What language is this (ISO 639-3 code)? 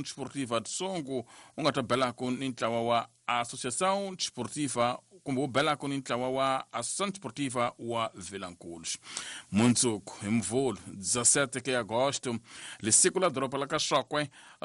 tso